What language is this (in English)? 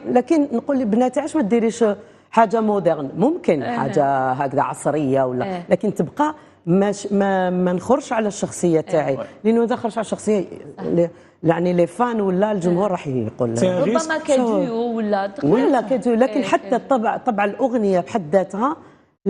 Algerian Arabic